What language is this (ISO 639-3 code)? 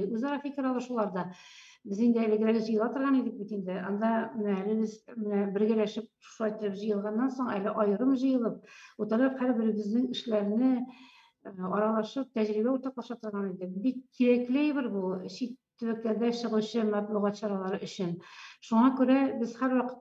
tat